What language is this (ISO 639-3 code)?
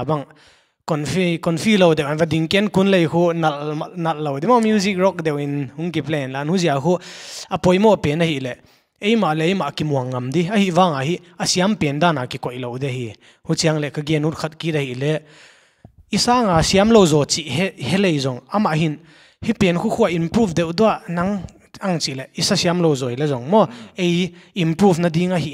pck